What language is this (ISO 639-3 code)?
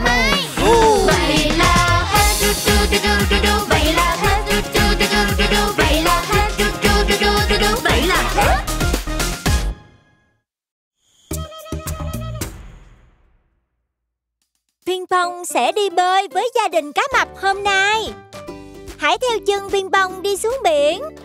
vie